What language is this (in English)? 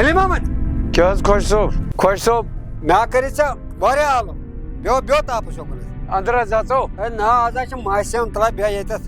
Kashmiri